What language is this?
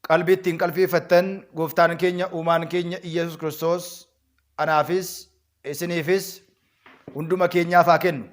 Oromo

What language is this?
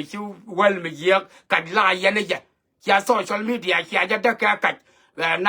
Nuer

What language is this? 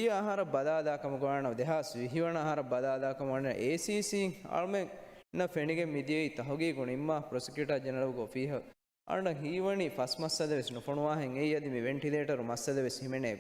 Divehi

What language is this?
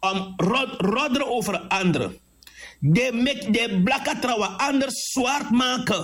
Sranan Tongo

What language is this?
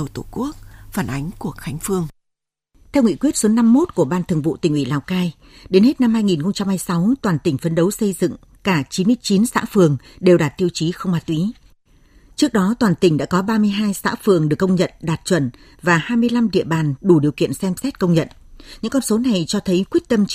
Vietnamese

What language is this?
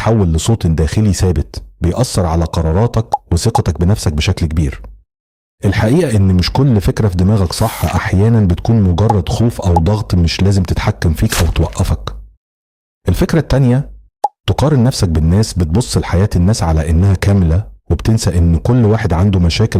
Egyptian Arabic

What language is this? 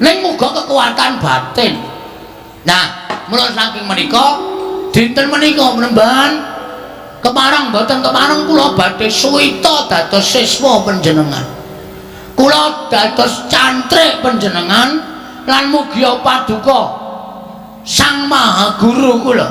Javanese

